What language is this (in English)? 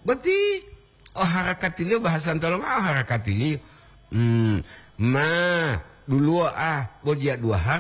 Gorontalo